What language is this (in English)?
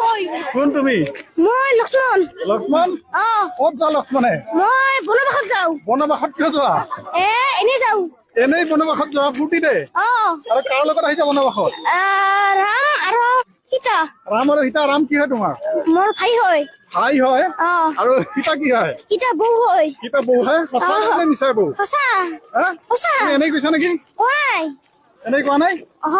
Assamese